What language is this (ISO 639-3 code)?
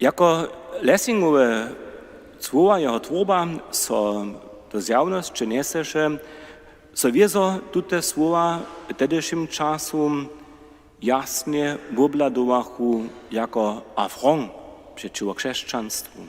hsb